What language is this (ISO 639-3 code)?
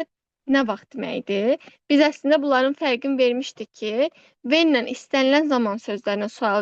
aze